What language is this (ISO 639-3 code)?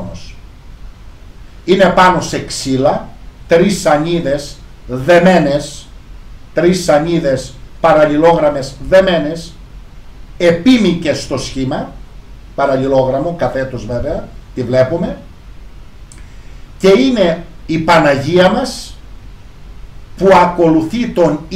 ell